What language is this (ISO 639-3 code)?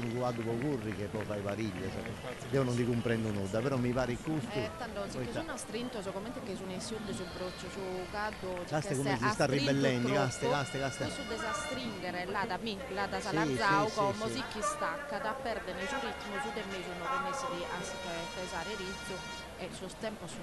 srd